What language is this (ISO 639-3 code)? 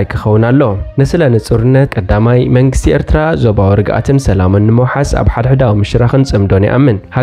tir